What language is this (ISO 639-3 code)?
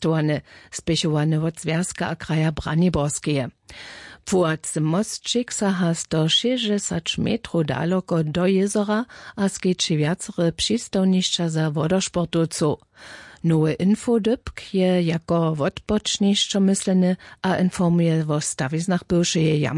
hsb